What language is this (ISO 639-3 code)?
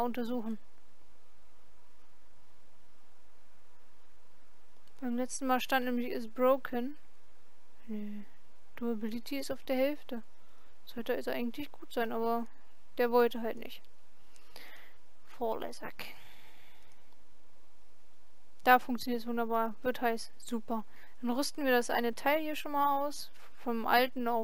deu